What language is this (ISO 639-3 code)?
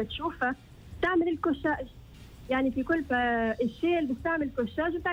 aeb